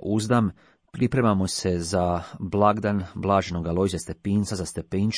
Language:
Croatian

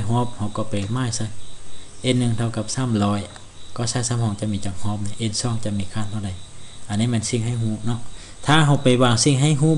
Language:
Lao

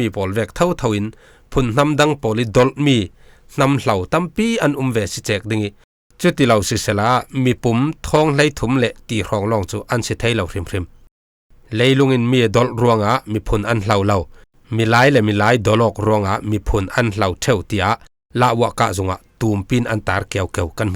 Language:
Falam Chin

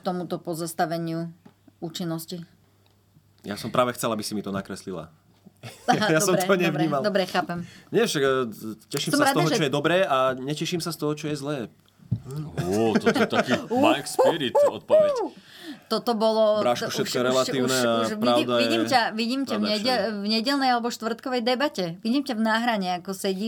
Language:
Slovak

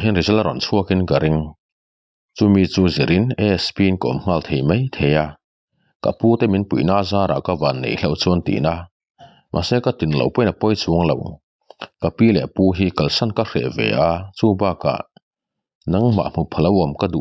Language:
Mizo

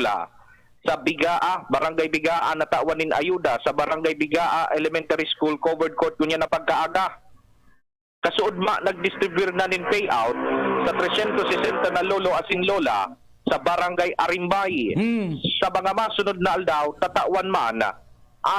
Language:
Bikol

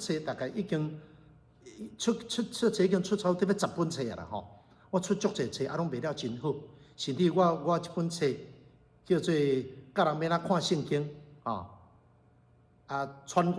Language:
Min Nan Chinese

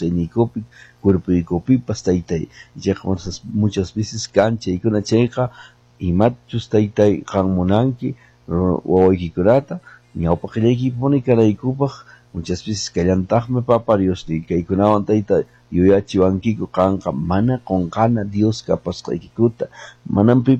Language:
Quechua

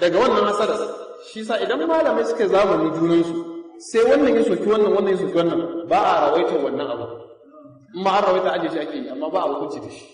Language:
Hausa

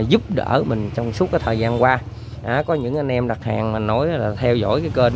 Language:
Vietnamese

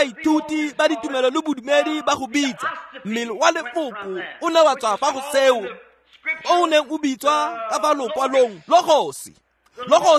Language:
Tswana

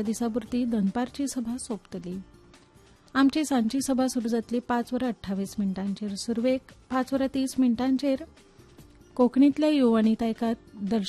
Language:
Konkani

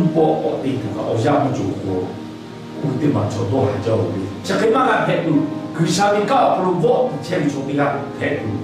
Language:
Lahu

